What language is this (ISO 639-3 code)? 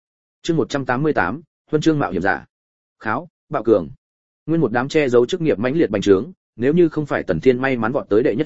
vie